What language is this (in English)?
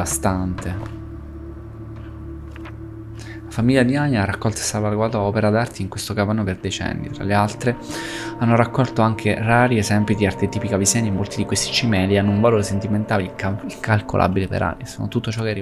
Italian